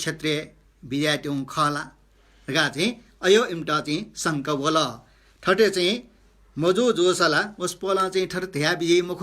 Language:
Newari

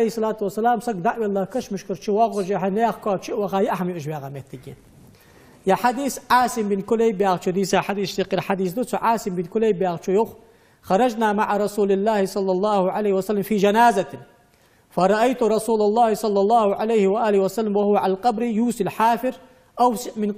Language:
Ingush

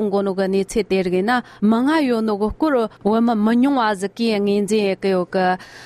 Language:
Tibetan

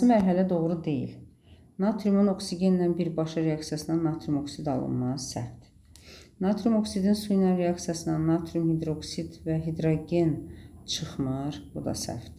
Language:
Azerbaijani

